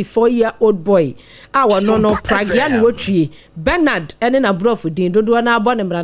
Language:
Akan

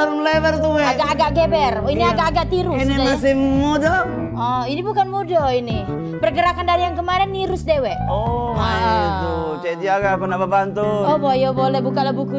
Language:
Musi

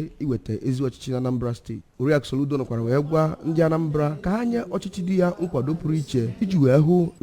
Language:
Igbo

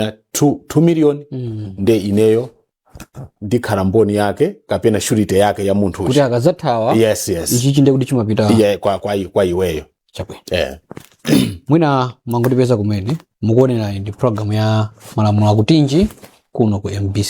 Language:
Nyanja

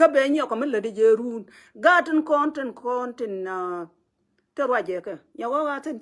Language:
Nuer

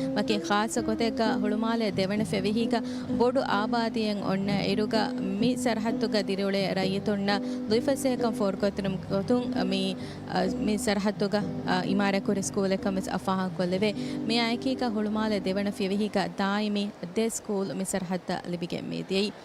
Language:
Divehi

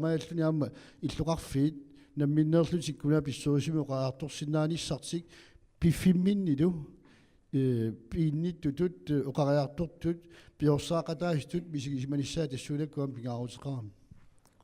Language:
Kalaallisut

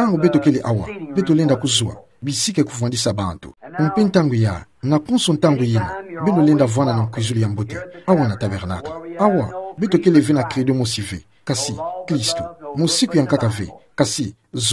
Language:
Kituba (Democratic Republic of Congo)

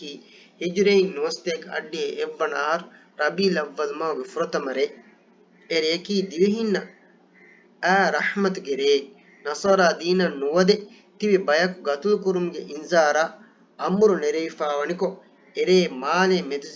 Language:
Divehi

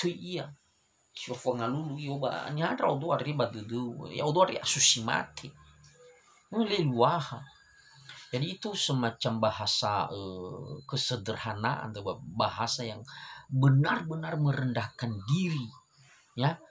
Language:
Nias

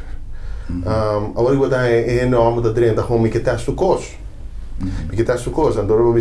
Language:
Papiamento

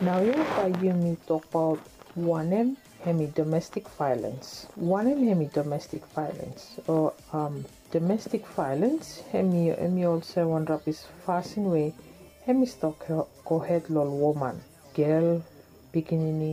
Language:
Bislama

